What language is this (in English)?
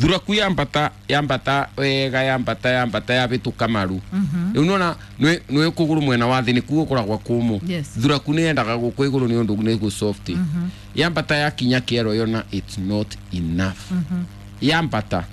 Kikuyu